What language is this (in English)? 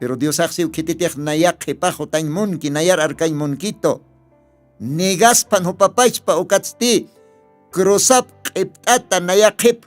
Aymara